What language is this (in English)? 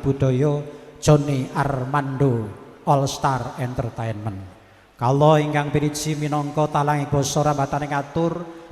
Javanese